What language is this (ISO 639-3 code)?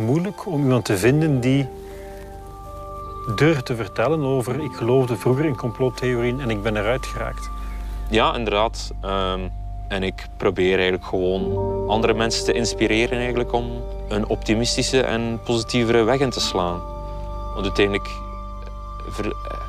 nld